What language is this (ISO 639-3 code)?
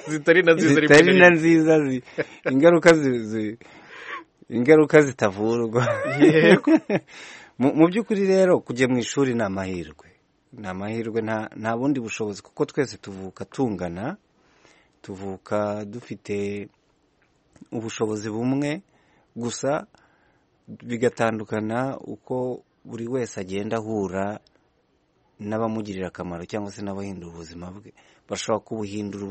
kin